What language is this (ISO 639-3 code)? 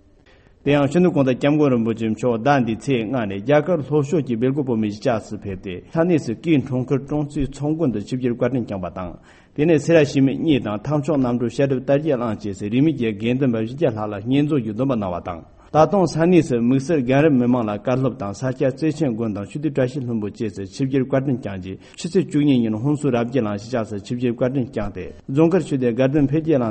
bod